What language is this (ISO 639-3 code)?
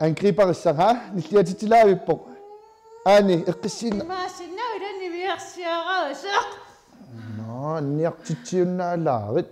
kal